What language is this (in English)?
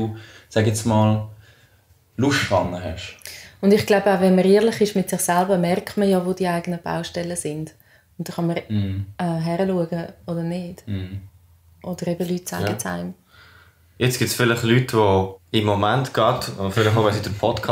Swiss German